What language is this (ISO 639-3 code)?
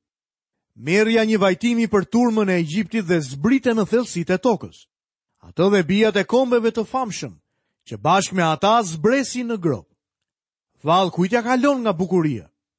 sqi